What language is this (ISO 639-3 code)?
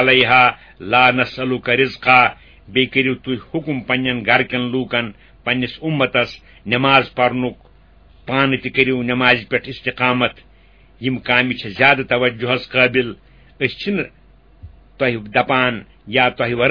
kas